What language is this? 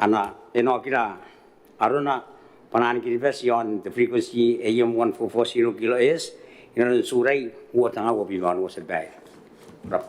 Gilbertese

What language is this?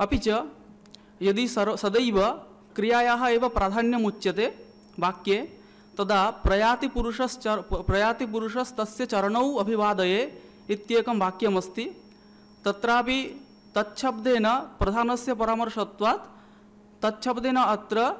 Sanskrit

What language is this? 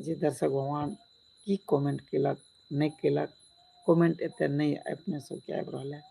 Maithili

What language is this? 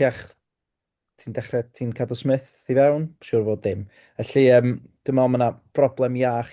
Welsh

